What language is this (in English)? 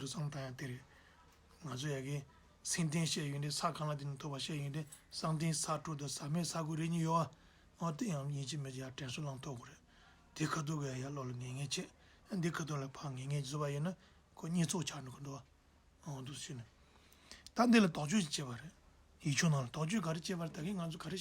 Tibetan